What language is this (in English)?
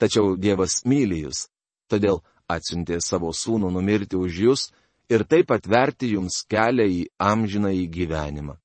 Lithuanian